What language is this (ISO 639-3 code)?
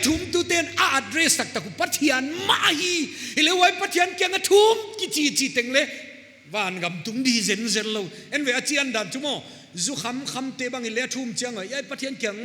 pck